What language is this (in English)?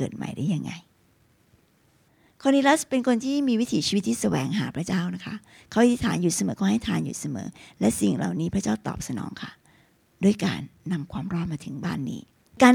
Thai